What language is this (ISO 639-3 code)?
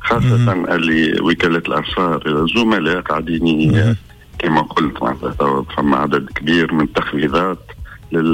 aeb